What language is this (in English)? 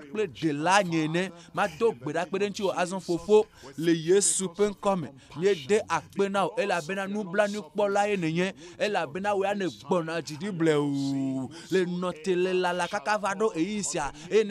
Ewe